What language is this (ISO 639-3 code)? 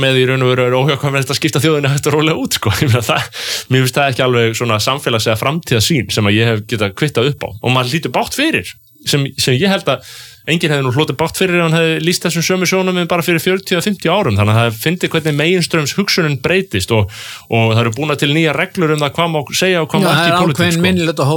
isl